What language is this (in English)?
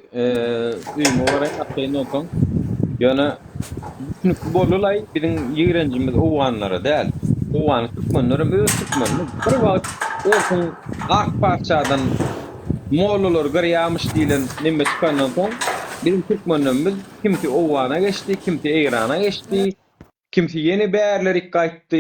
Turkmen